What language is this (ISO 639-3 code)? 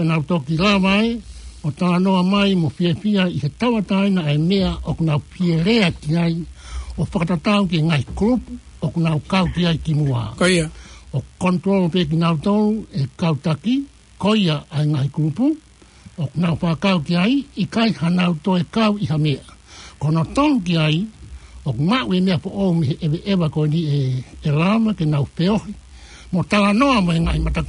ton